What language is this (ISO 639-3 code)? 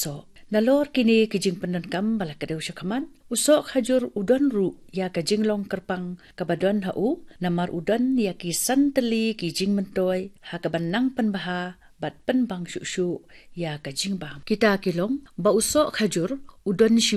kha